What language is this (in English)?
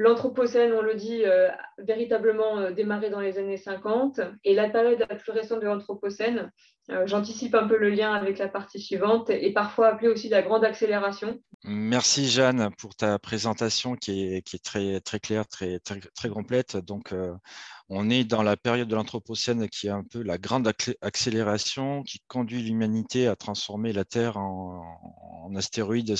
French